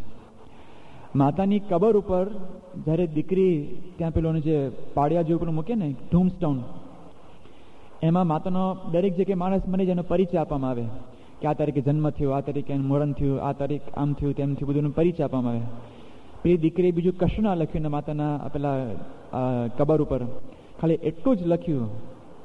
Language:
Gujarati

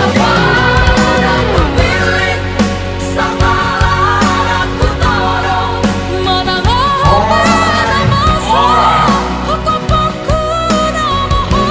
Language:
Batak Toba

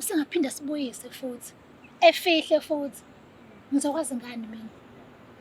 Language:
Zulu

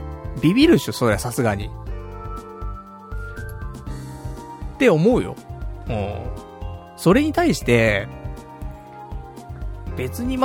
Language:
Japanese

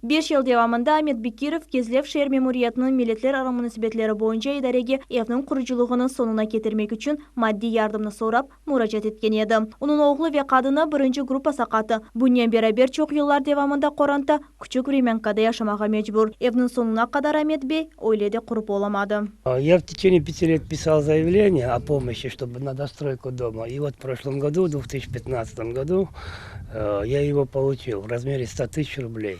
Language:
Crimean Tatar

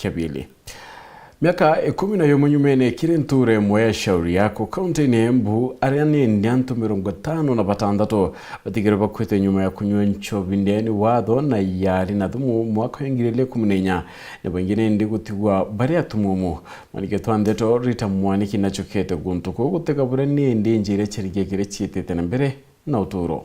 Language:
Meru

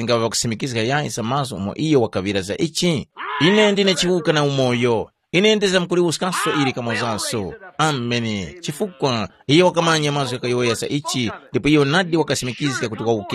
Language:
Tumbuka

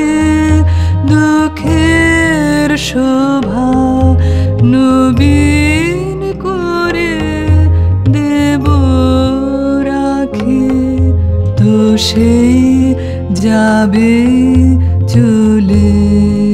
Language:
Bangla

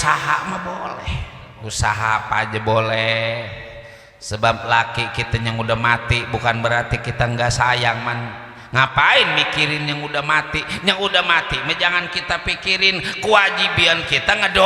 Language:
Betawi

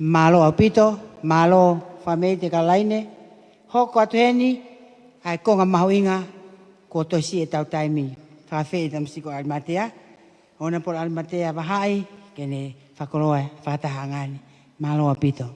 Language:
Tongan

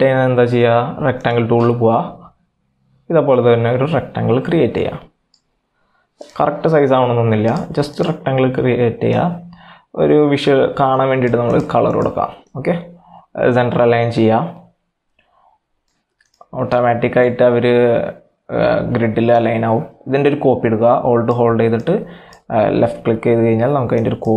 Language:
Malayalam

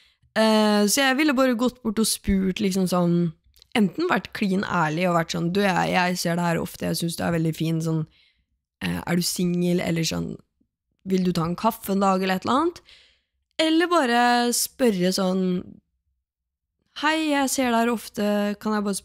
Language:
Norwegian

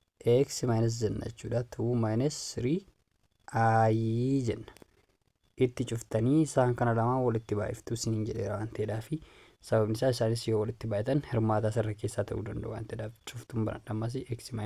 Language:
Oromo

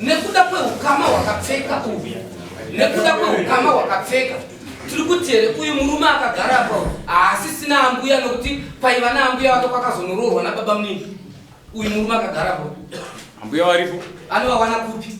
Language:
Shona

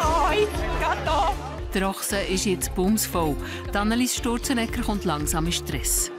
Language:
Swiss German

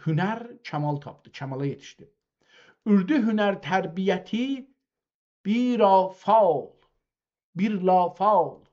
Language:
South Azerbaijani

